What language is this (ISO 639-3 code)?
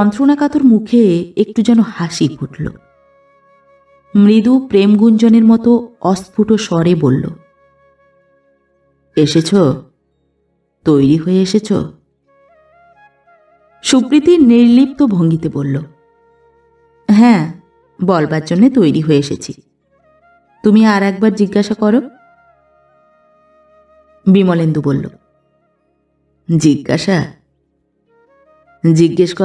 ben